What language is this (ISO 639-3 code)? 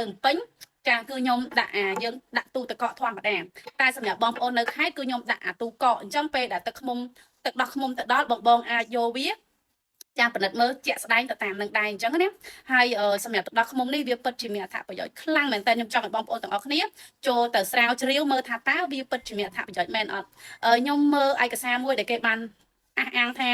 khm